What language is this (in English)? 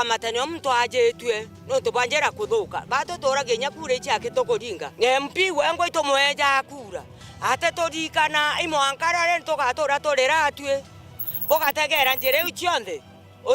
Meru